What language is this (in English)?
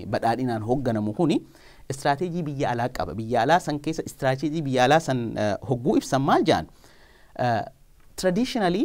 Oromo